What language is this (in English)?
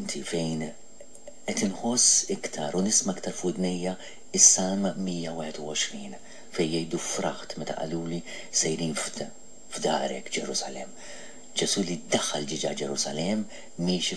Maltese